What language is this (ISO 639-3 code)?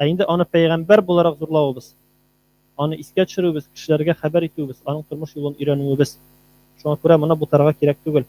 tat